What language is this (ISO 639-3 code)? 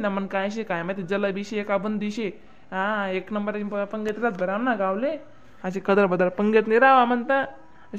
khn